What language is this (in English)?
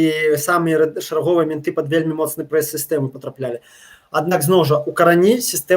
Belarusian